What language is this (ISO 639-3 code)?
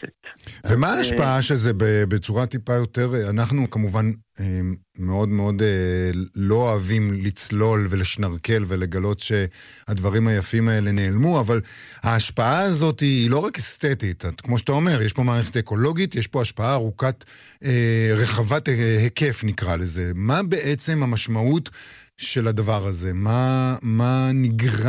heb